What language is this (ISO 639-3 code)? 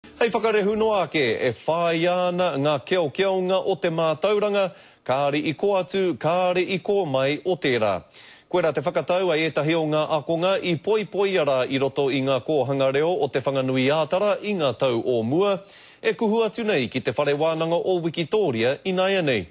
mri